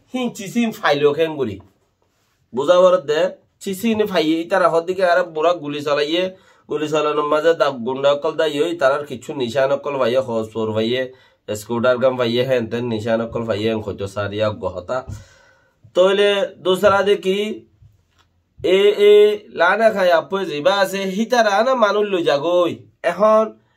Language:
Rohingya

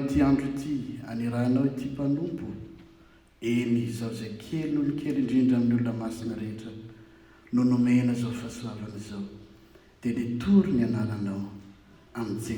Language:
Malagasy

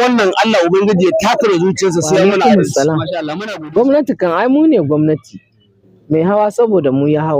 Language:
Hausa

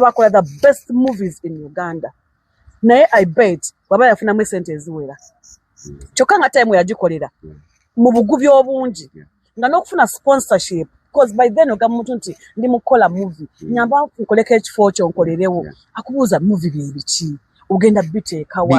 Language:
Ganda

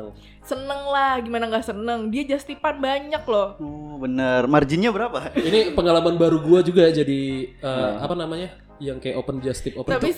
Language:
Indonesian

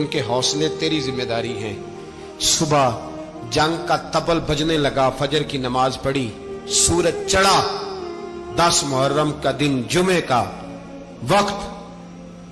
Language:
Urdu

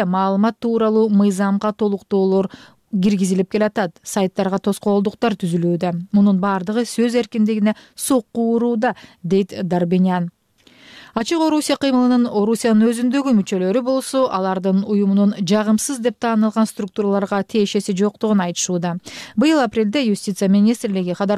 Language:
Kyrgyz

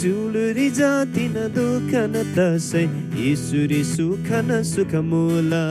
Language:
Eastern Tamang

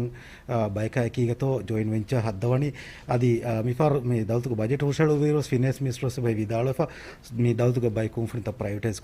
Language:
Divehi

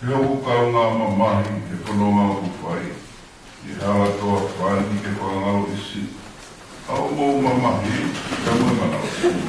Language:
Tongan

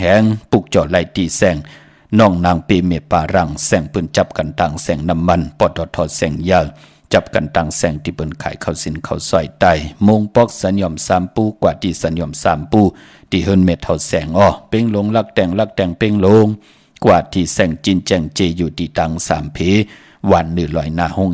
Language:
Shan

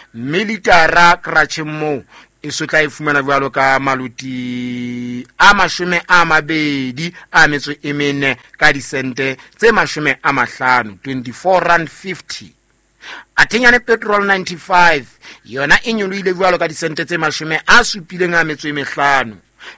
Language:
Southern Sotho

